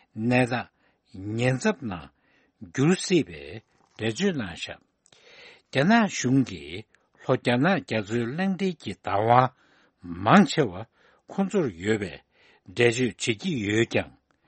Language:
Tibetan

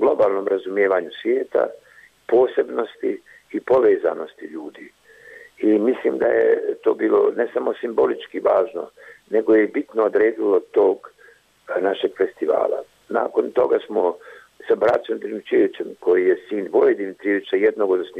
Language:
Bosnian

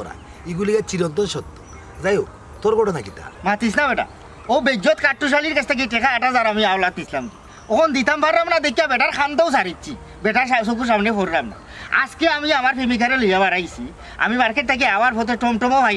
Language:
Sylheti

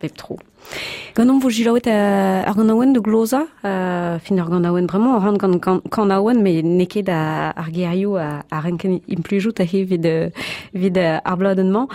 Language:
Breton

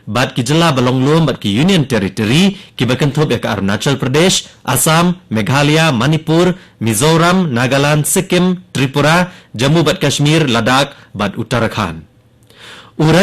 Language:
Khasi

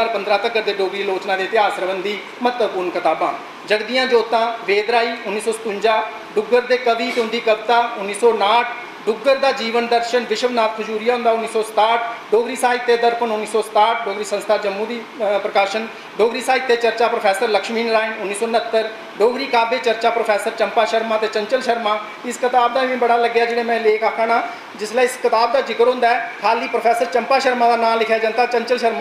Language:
Dogri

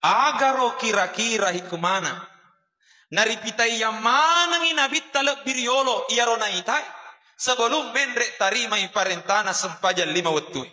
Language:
Buginese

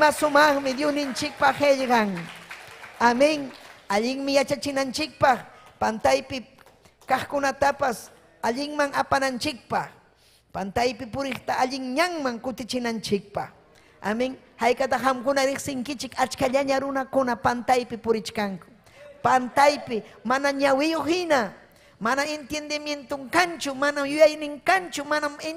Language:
Ayacucho Quechua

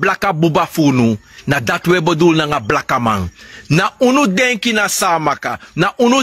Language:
Sranan Tongo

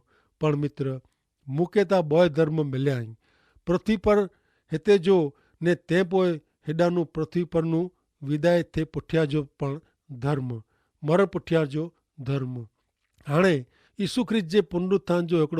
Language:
Kachhi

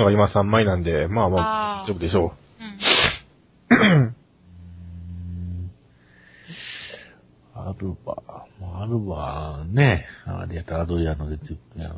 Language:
Japanese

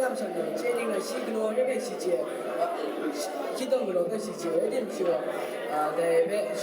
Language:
Kachin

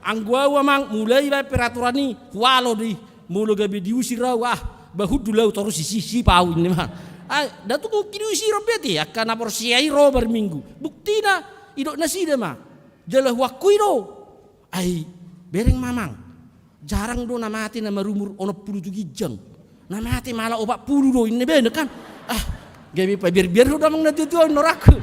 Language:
Batak Toba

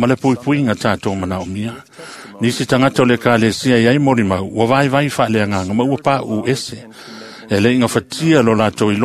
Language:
Samoan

